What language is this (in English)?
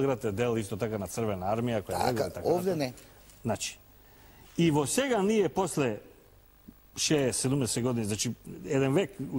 Macedonian